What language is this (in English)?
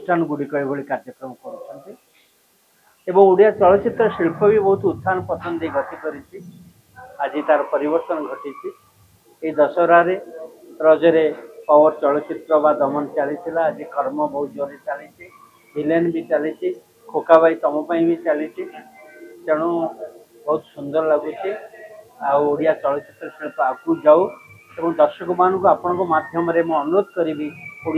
Odia